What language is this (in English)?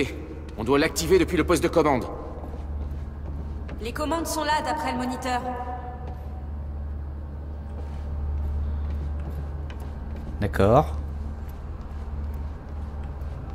French